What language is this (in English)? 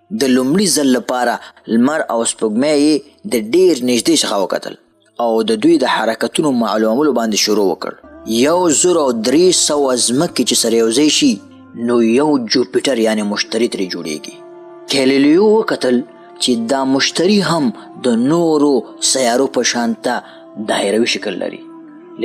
Pashto